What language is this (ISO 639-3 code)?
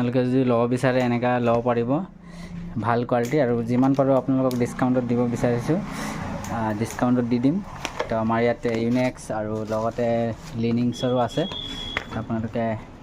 asm